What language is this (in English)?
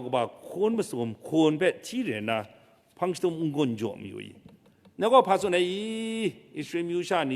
Kachin